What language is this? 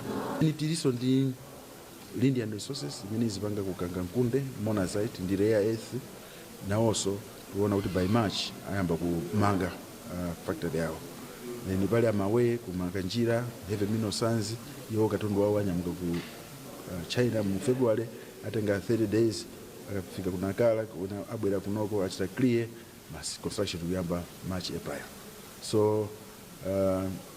Nyanja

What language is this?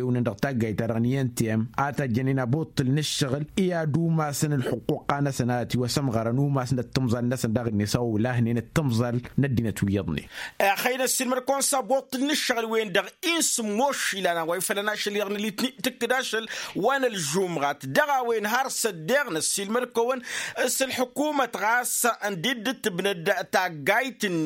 Tamasheq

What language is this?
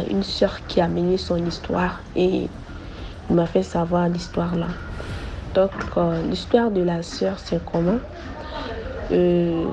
French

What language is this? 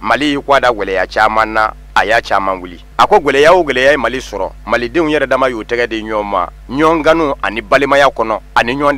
Bambara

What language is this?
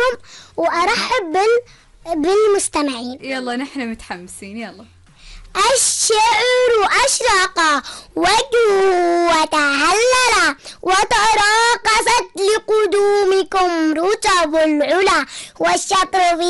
Arabic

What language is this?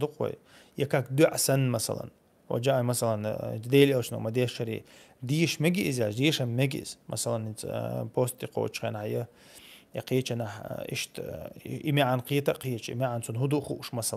Chechen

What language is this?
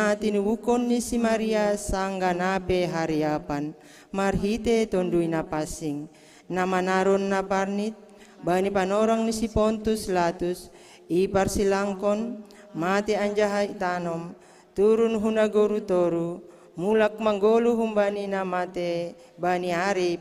Batak Simalungun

